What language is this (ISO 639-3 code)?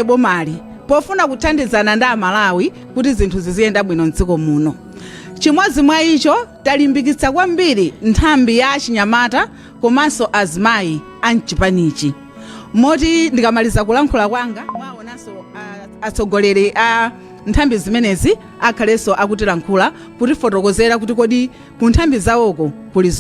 nya